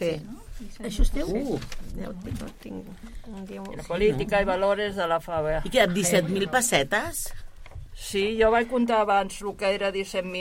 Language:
Catalan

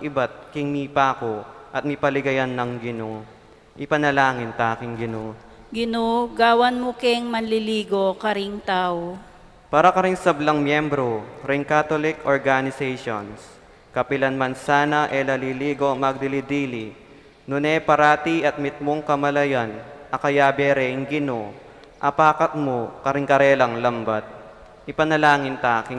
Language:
Pampanga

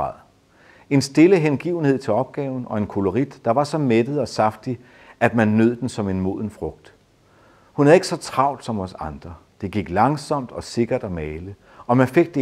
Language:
Danish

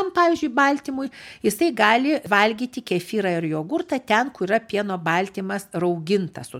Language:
Lithuanian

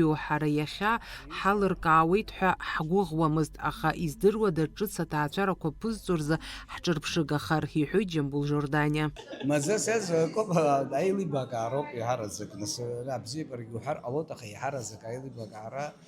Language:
Abkhazian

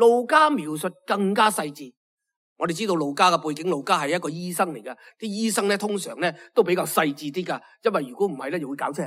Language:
Cantonese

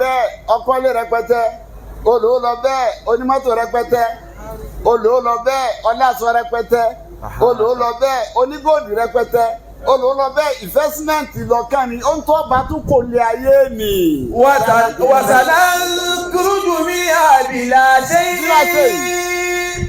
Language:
Yoruba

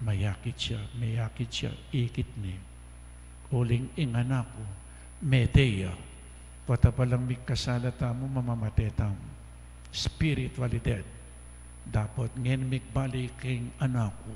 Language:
Pampanga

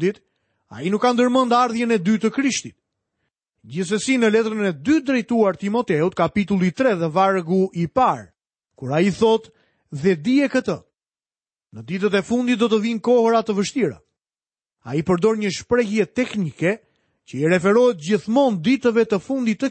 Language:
Albanian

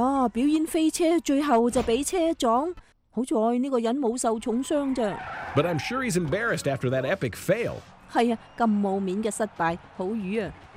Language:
Cantonese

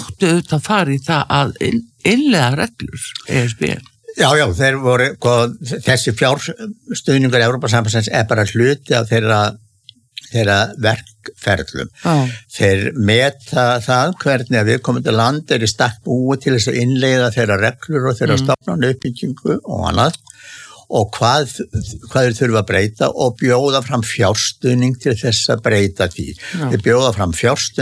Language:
Icelandic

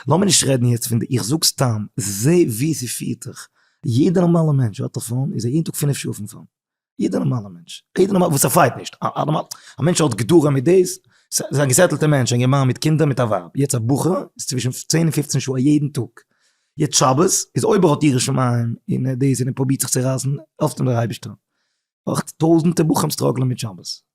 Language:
Yiddish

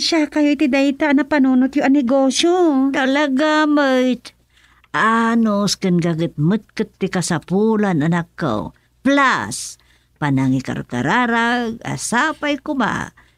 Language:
Iloko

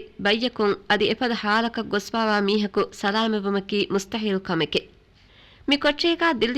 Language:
Divehi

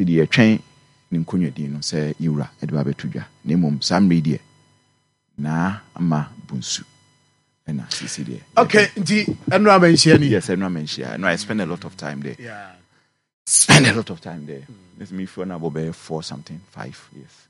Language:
Akan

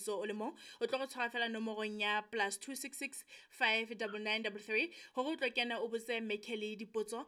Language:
Southern Sotho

